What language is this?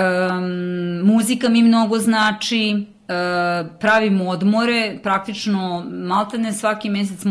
Serbian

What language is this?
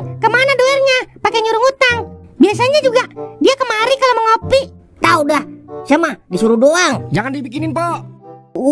Betawi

